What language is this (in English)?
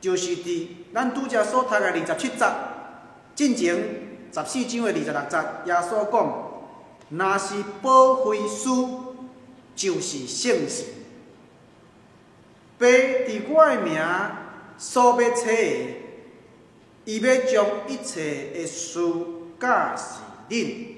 Min Nan Chinese